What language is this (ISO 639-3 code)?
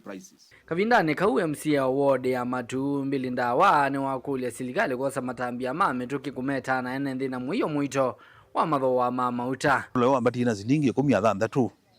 kam